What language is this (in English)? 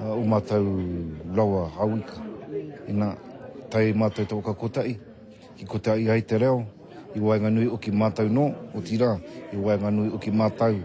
Māori